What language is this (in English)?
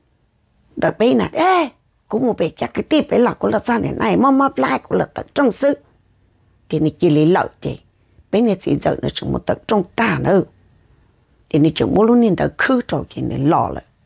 Vietnamese